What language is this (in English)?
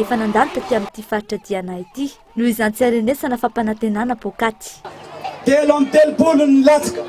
Malagasy